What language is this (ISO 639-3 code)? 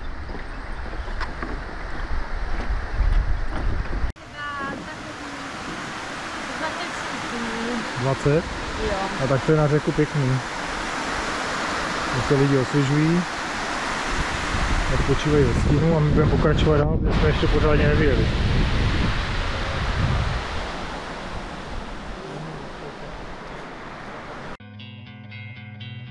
ces